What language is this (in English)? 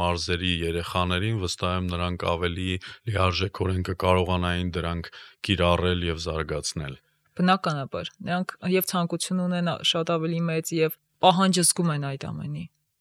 Armenian